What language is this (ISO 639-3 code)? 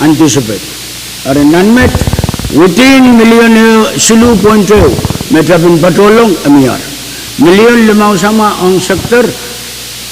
pon